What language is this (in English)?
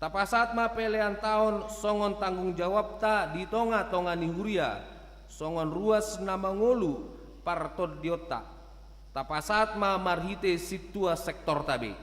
Batak Toba